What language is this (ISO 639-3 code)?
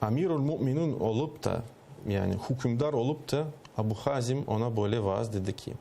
crh